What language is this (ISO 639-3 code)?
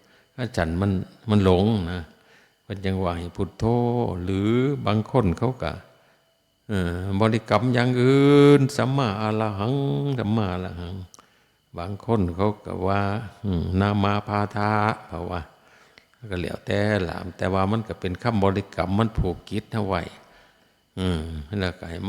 tts